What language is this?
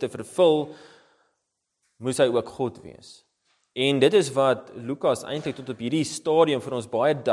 Afrikaans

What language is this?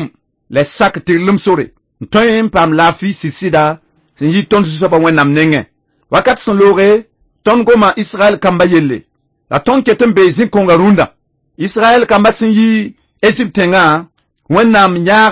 Mossi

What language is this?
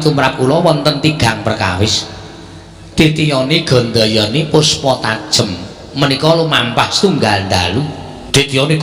Javanese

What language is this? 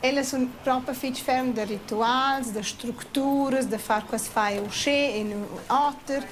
Romansh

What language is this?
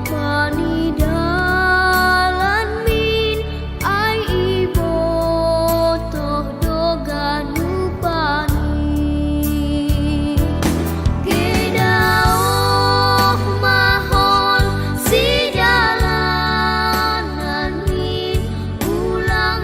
Batak Simalungun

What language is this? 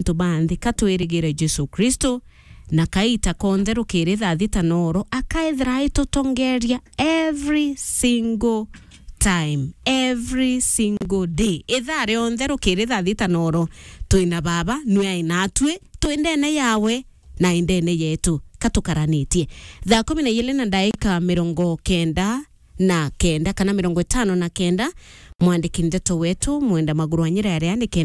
Meru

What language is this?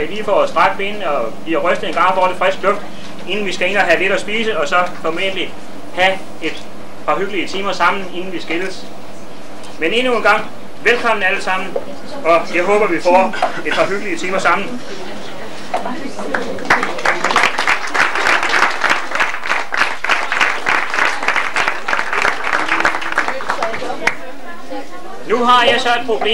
Danish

